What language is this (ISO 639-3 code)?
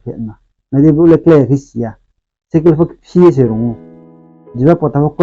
ria